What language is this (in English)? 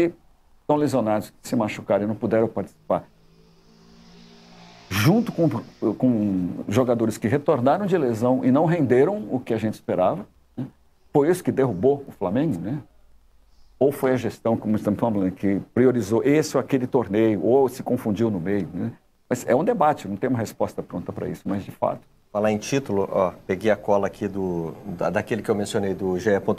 Portuguese